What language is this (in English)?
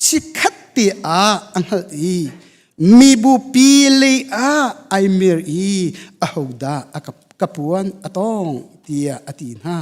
Hakha Chin